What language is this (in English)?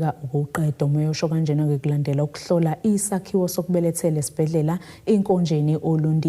Zulu